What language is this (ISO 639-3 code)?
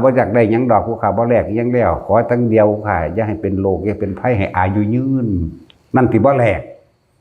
tts